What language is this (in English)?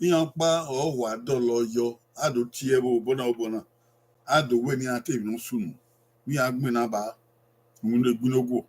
Bini